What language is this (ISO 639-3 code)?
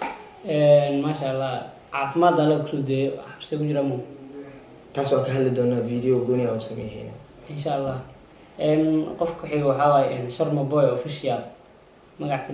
som